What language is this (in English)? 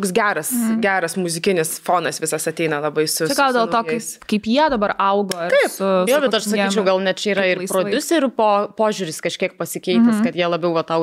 Lithuanian